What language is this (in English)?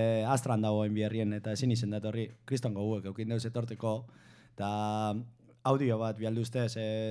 Basque